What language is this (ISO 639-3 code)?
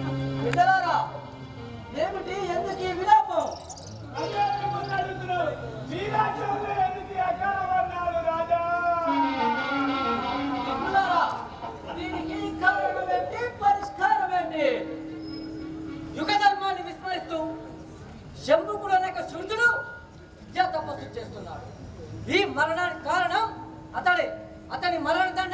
tel